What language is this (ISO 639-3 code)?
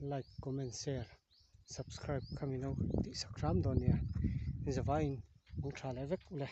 lus